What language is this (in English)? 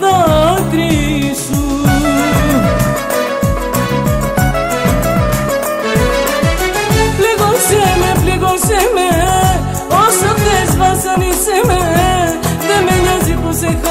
Greek